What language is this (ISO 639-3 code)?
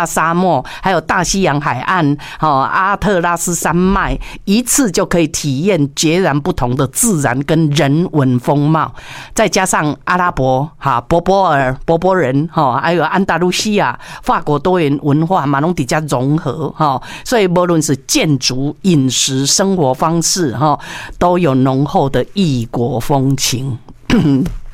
zho